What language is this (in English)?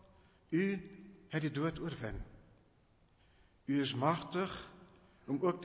Afrikaans